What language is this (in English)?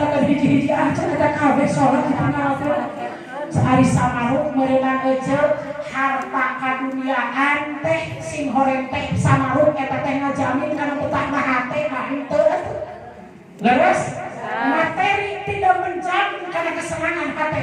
Sundanese